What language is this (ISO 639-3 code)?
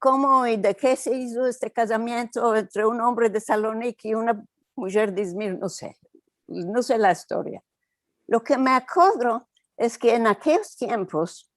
lad